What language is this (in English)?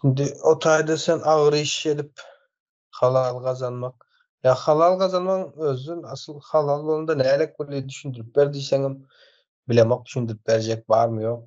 Turkmen